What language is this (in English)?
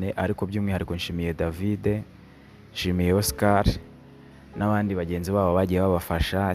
Kinyarwanda